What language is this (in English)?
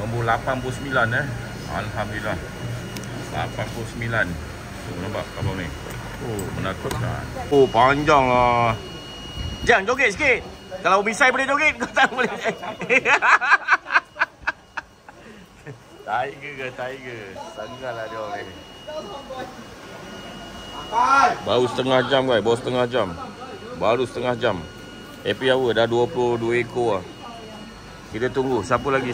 Malay